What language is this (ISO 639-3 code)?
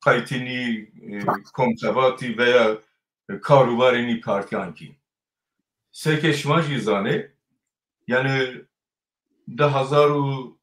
zza